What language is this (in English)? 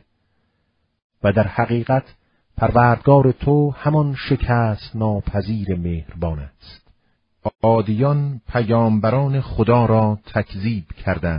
Persian